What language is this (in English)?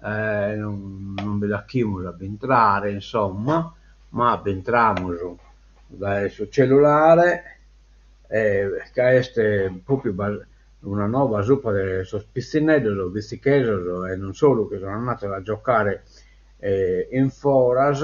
Sardinian